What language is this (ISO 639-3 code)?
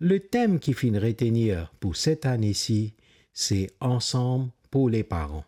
mfe